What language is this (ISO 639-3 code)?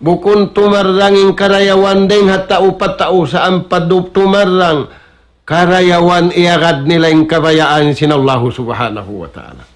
tsg